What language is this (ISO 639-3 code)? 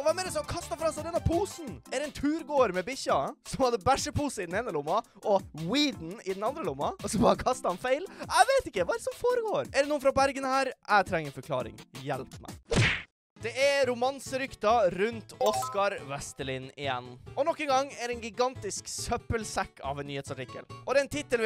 nor